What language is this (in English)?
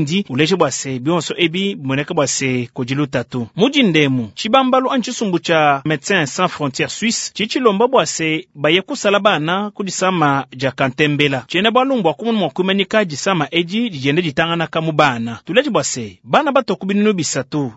Luba-Lulua